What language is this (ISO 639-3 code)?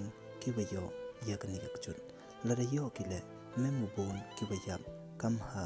pbv